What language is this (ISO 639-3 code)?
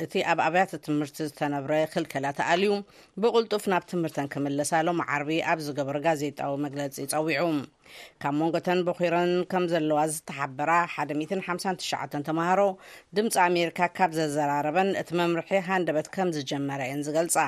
tir